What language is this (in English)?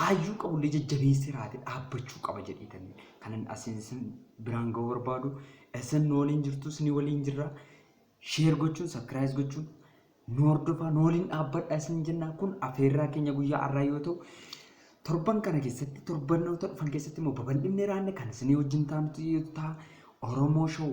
Oromo